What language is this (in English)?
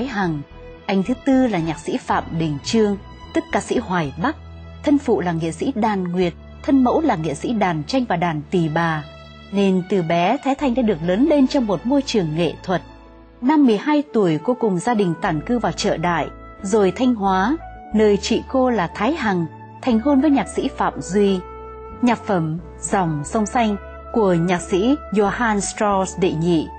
Vietnamese